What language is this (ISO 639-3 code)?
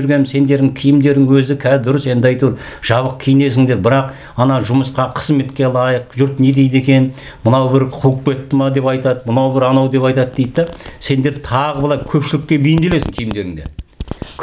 kaz